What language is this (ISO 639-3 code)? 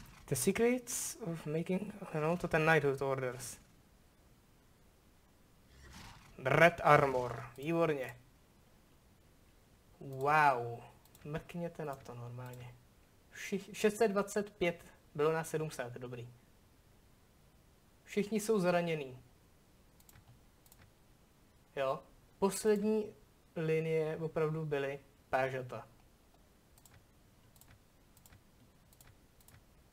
ces